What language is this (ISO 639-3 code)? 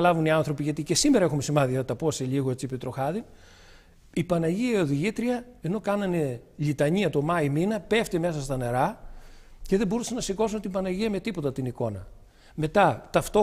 ell